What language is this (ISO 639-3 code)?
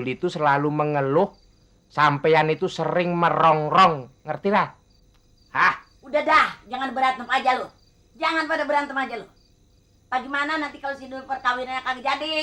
bew